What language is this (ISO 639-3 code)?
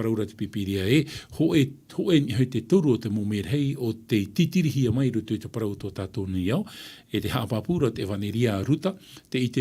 tah